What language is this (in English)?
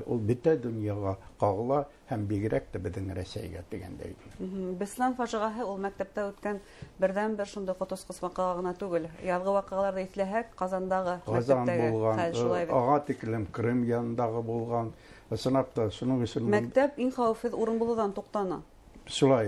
Bashkir